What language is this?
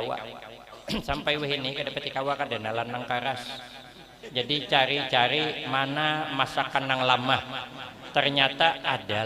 Banjar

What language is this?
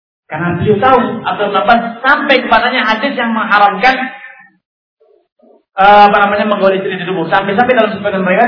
Indonesian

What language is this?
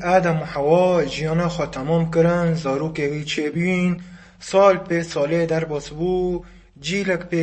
Kurdish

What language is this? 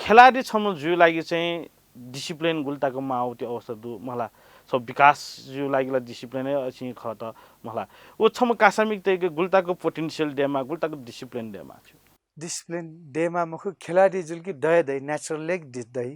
Newari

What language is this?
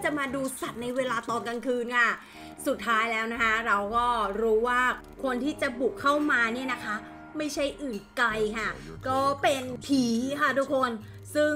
Thai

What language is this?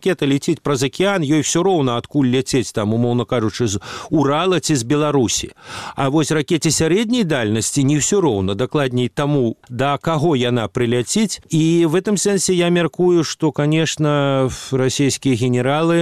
Belarusian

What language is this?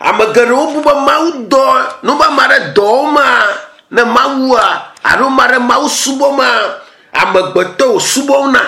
Ewe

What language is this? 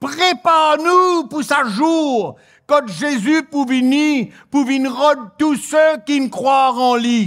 Morisyen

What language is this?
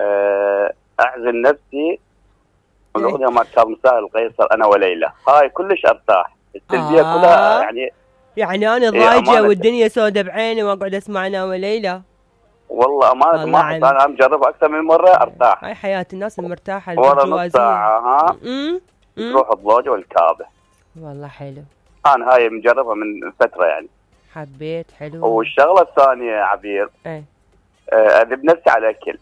Mesopotamian Arabic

